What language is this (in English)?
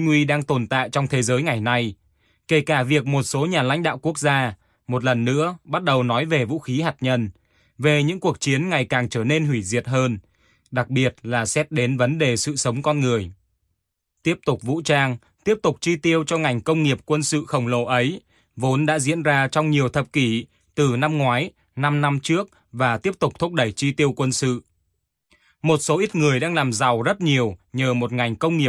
Vietnamese